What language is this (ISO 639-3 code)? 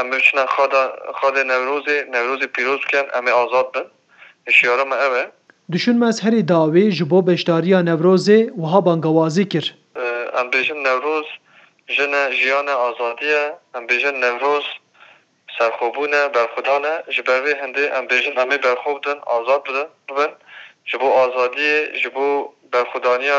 kur